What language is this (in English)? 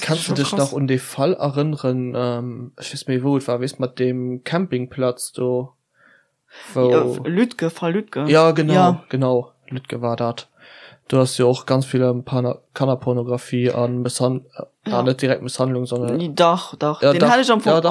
Luxembourgish